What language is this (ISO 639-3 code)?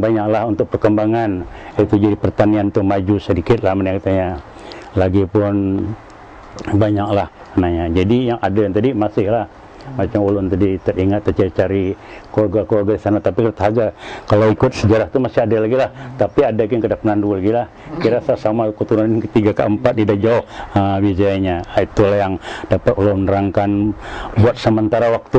bjn